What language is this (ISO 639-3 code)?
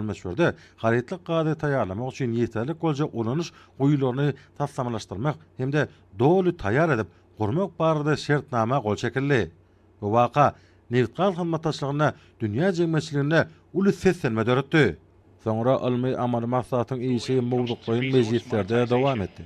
tuk